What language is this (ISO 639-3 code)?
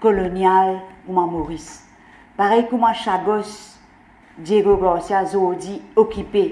mfe